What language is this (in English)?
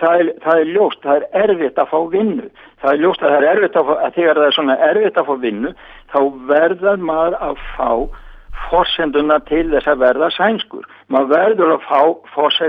Icelandic